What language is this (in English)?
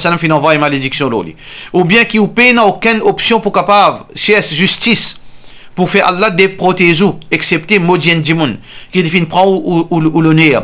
Morisyen